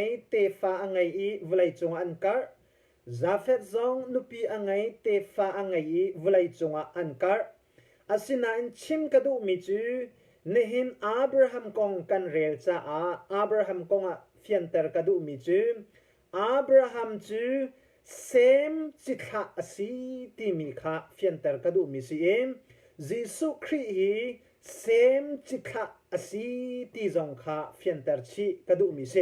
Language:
Hakha Chin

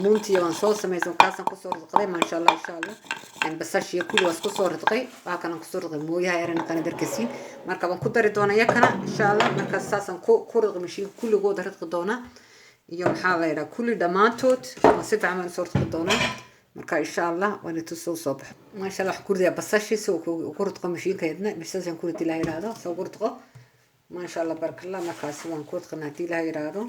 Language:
Somali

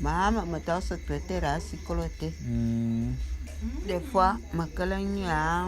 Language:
Bulu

